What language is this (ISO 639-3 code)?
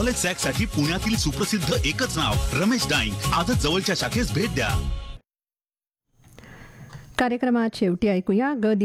mar